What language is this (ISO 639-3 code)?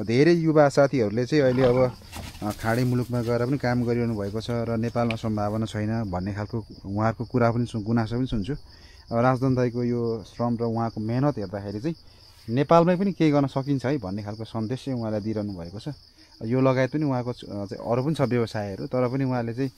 nep